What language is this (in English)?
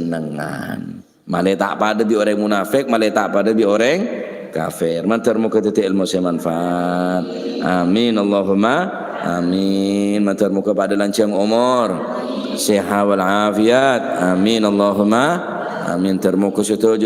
Madurese